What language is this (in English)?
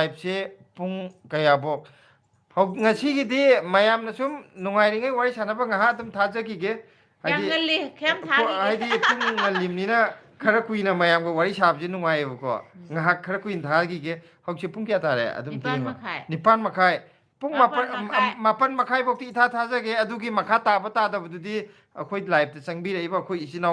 Manipuri